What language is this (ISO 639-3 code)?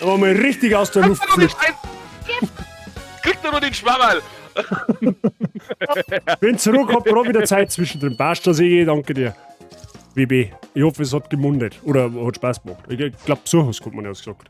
bar